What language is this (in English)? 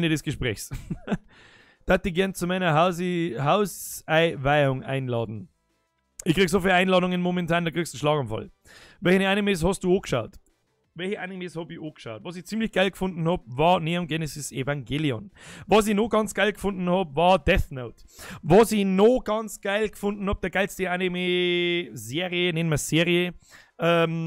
Bavarian